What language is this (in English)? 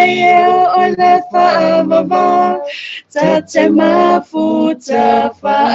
Samoan